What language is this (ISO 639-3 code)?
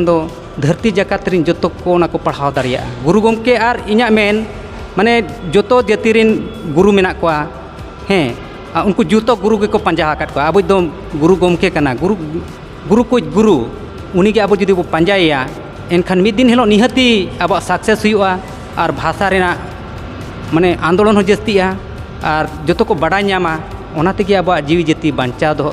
sat